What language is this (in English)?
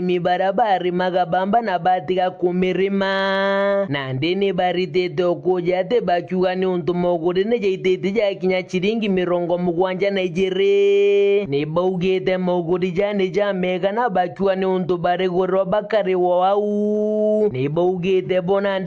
Meru